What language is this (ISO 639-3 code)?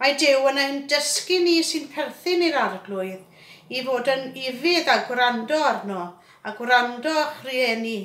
cym